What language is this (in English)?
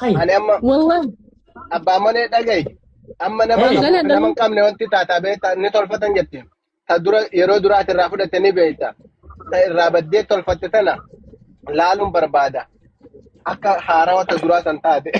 Oromo